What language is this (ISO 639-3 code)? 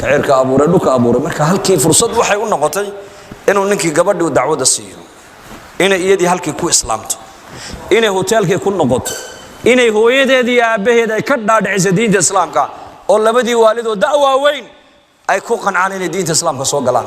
som